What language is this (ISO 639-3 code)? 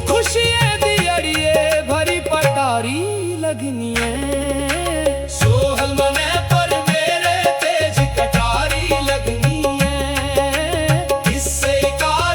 doi